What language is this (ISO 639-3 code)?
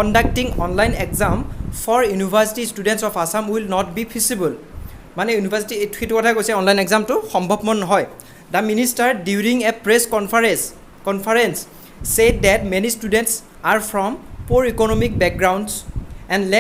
asm